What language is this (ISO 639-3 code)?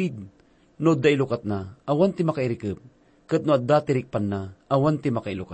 ilo